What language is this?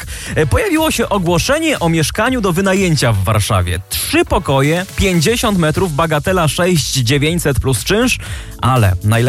Polish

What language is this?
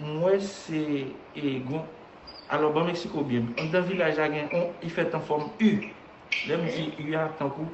Haitian Creole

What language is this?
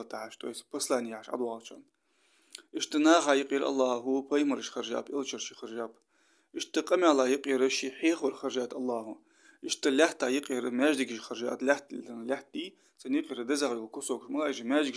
Ingush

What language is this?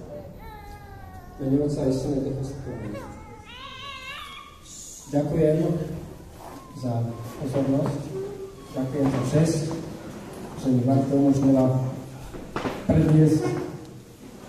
Slovak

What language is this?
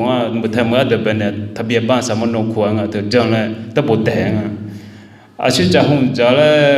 Akha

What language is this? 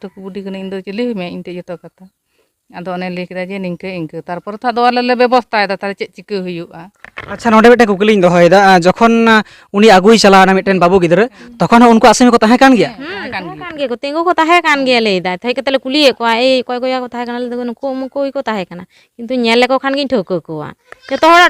Santali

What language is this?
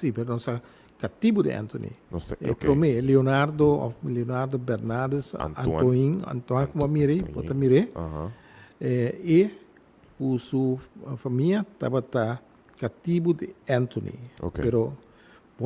Papiamento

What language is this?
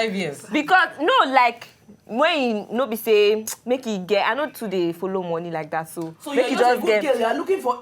Nigerian Pidgin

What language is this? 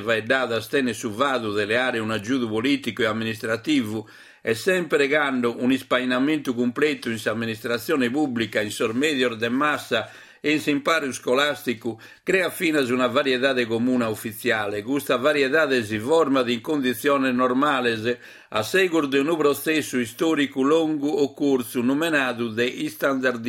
Sardinian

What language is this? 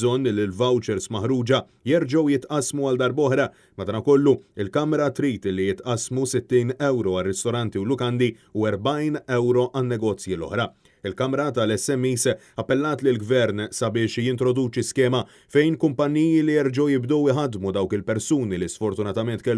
Maltese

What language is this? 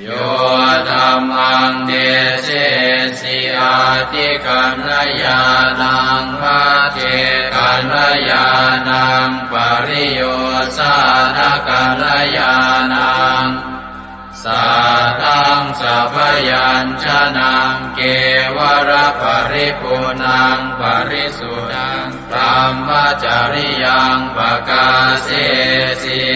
Pali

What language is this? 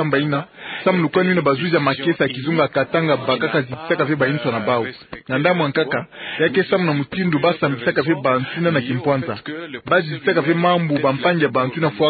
Kituba (Democratic Republic of Congo)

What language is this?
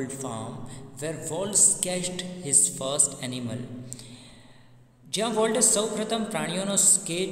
Gujarati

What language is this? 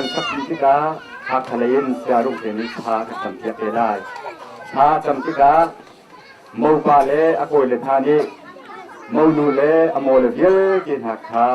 Hakha Chin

